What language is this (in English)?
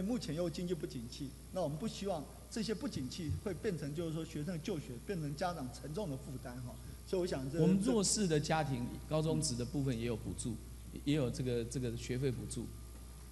Chinese